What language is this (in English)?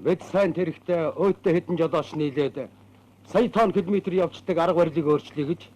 Mongolian